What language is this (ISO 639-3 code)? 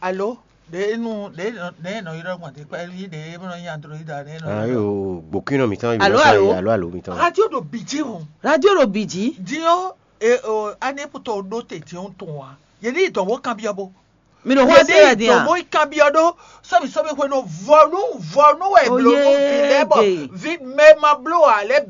fon